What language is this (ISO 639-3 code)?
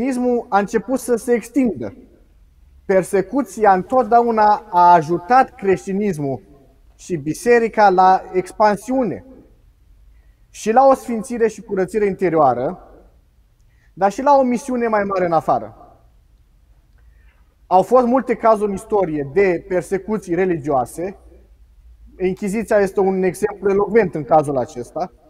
ron